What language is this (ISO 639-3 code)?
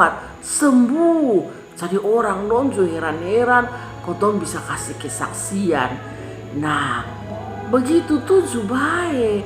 mkn